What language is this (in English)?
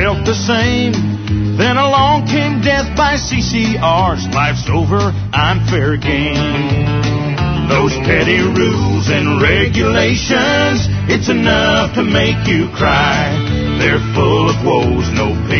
English